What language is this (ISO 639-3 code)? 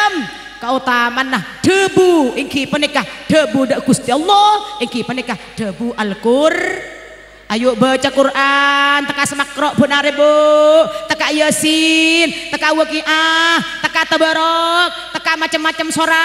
mad